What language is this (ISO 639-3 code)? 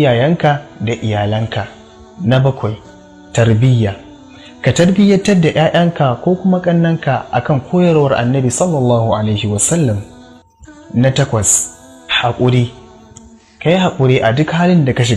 hau